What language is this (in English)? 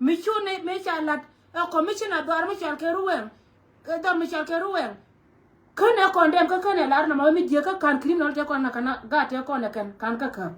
Nuer